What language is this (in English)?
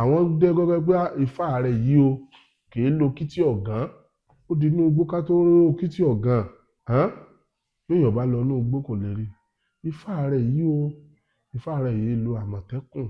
Yoruba